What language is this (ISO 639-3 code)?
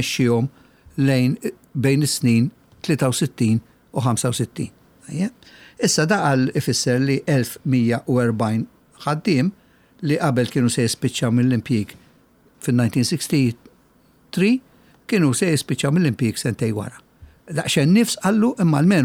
mlt